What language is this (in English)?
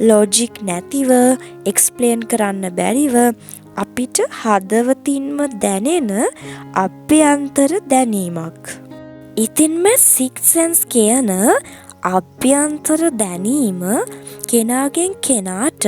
Sinhala